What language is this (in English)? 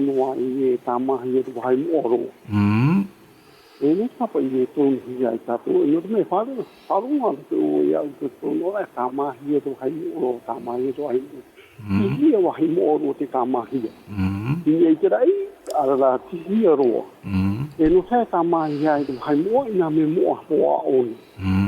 Tahitian